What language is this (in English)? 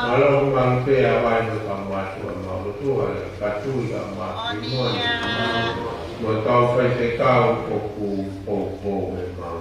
Tongan